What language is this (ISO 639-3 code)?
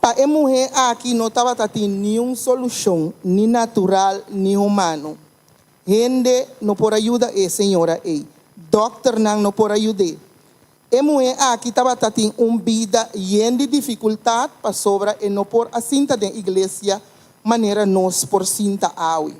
pap